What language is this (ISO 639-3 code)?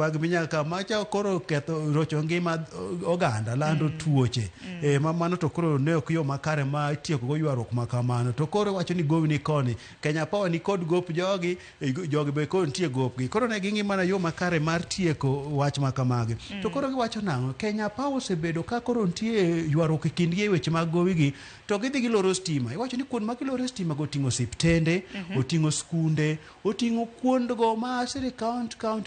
luo